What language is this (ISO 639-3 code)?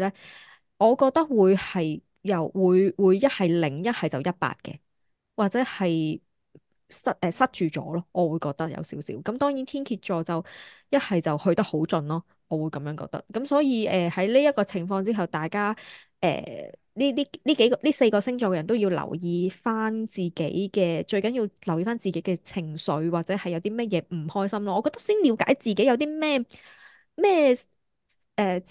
yue